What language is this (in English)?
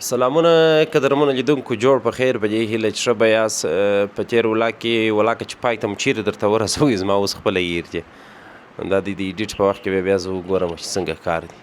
Pashto